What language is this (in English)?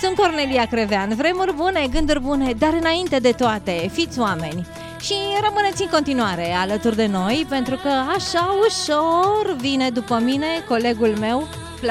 Romanian